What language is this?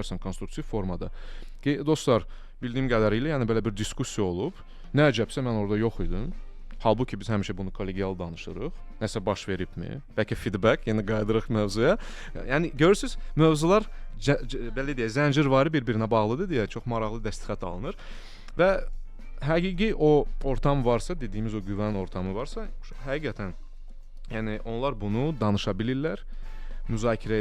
Azerbaijani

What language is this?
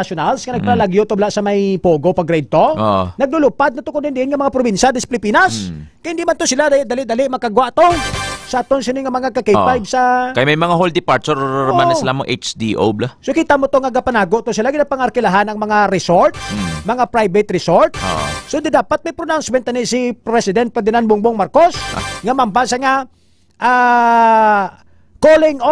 Hiligaynon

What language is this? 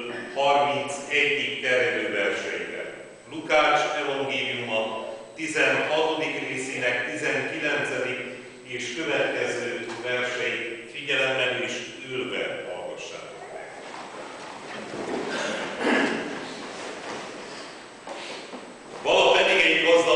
Hungarian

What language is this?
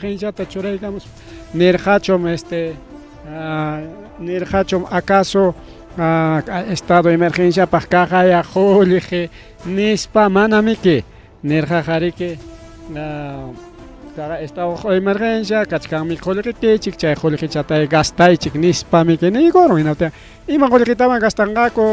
Ayacucho Quechua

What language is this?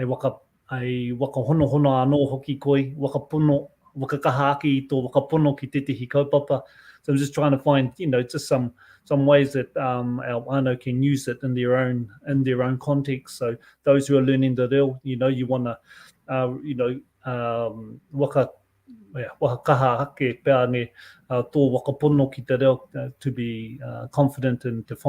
Māori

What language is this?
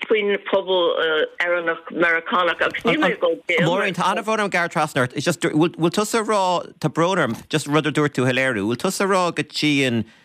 Irish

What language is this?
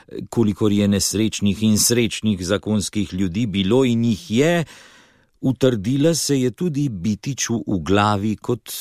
Slovenian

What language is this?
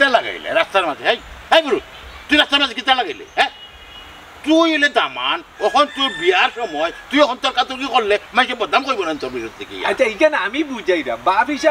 Sylheti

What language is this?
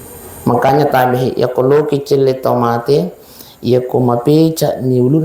Buginese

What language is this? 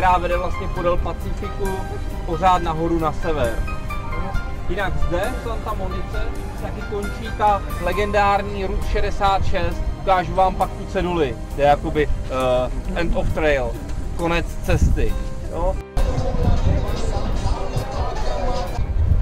Czech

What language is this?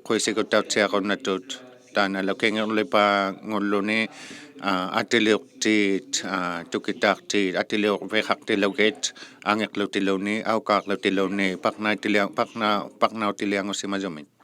Inuktitut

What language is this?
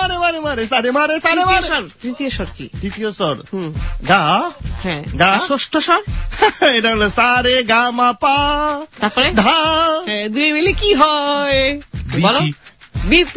Bangla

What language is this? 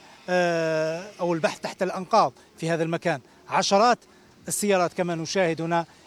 Arabic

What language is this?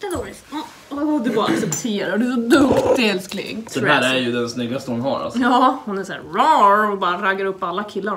Swedish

